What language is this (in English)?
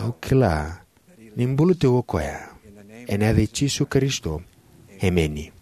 Fijian